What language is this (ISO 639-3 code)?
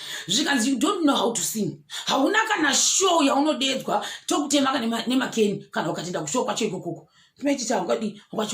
sna